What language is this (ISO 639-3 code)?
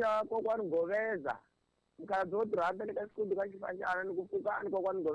tso